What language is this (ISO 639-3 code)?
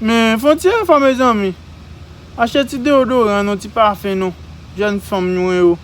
hat